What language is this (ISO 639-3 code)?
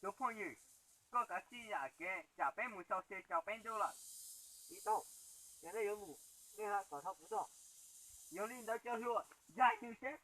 hmn